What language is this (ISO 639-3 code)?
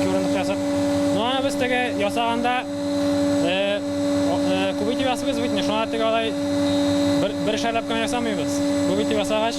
tat